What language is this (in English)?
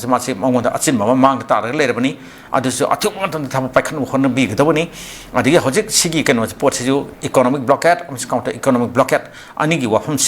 Manipuri